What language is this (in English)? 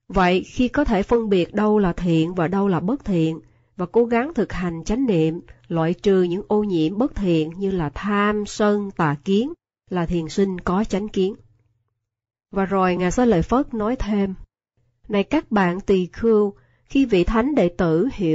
Vietnamese